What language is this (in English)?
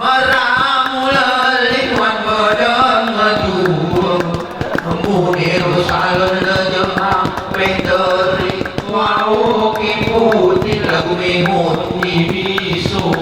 Gayo